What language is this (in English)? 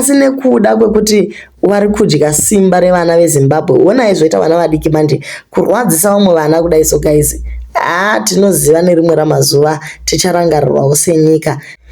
Shona